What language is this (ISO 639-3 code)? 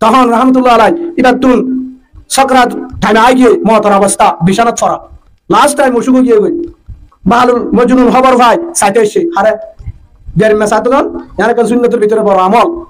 rhg